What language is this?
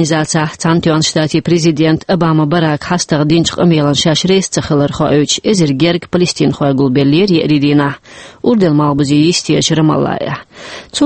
Chechen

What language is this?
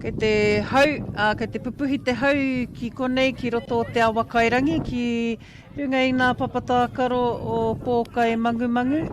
Māori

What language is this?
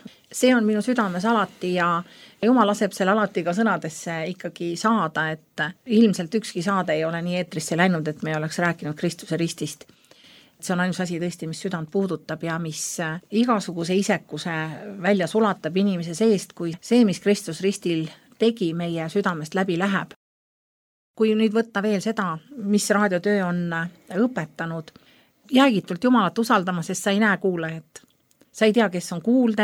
Estonian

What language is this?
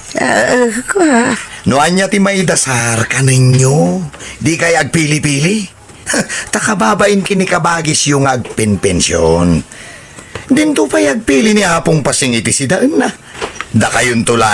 Iloko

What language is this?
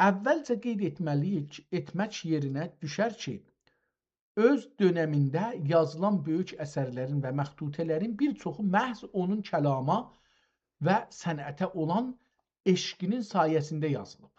South Azerbaijani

